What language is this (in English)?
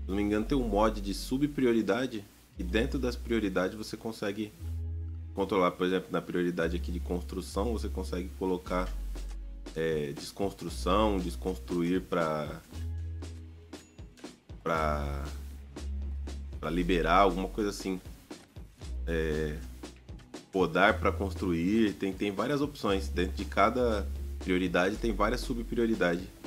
Portuguese